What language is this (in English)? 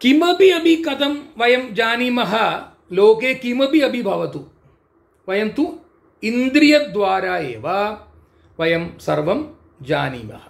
Sanskrit